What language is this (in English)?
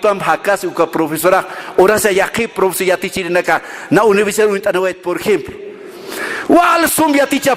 Aymara